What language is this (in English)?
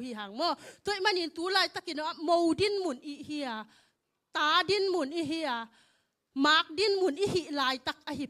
Tedim Chin